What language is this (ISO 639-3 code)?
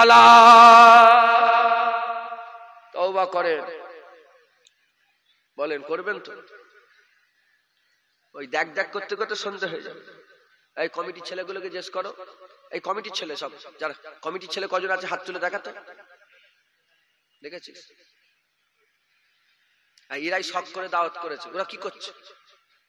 ben